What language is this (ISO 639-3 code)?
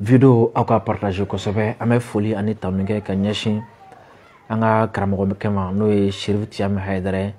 bam